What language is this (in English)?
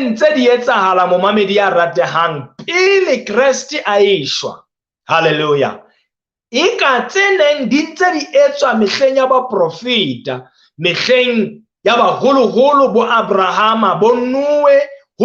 Southern Sotho